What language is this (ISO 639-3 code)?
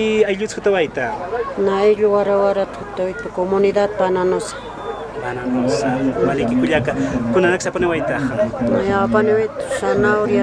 aym